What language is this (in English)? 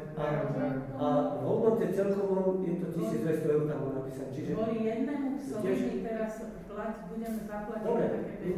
Slovak